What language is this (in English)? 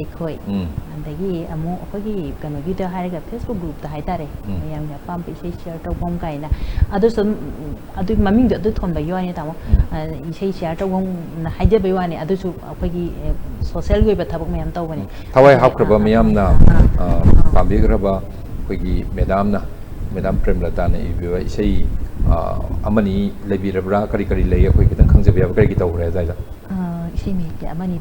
Manipuri